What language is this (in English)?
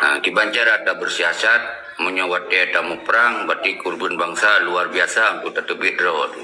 Achinese